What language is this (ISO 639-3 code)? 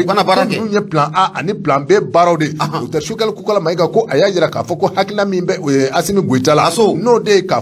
bam